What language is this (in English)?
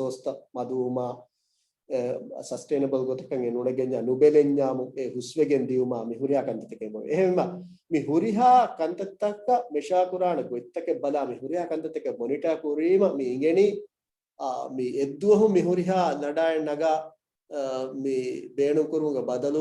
Divehi